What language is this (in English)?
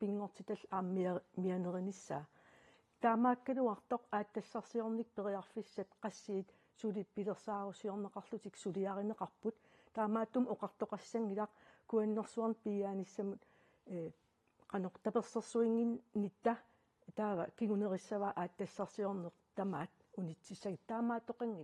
Kalaallisut